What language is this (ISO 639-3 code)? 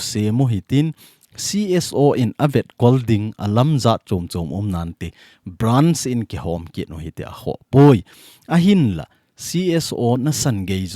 tcz